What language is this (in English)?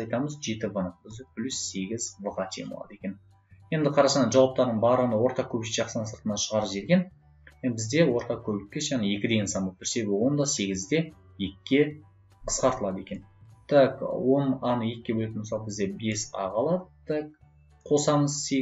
Kazakh